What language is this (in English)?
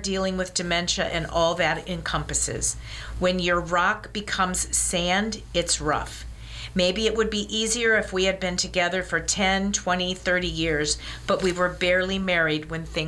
English